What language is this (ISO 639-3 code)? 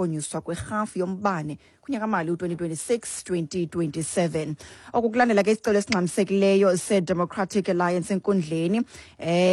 xho